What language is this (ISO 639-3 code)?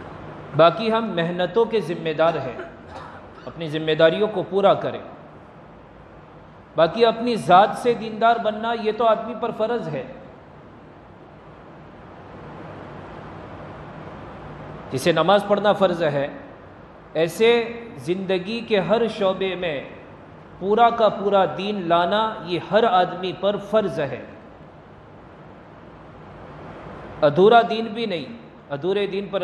urd